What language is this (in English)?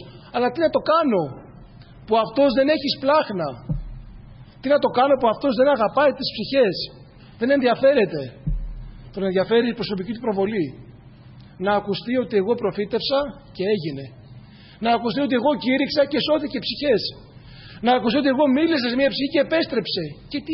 Greek